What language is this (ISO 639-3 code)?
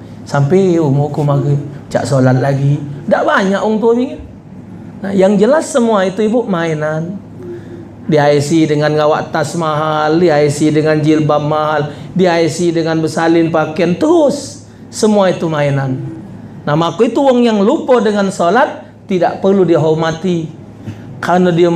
mui